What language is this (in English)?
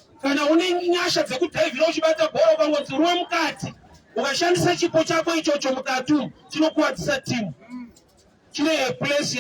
Shona